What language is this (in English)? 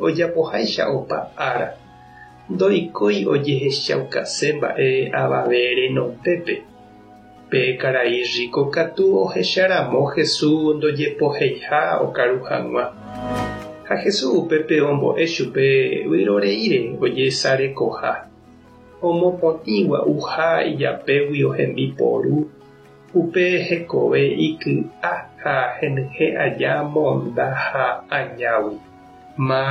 Guarani